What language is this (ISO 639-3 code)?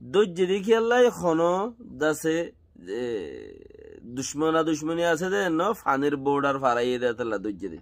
rhg